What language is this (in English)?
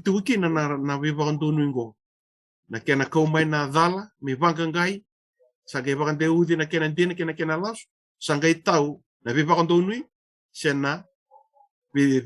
Fijian